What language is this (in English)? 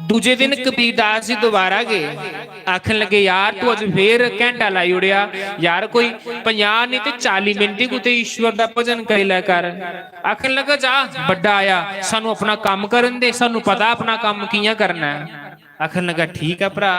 Dogri